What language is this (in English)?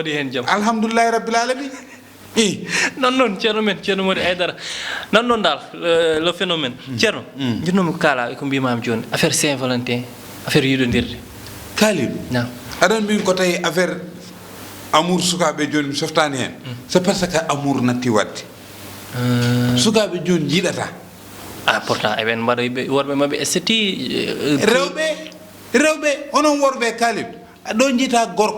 Fula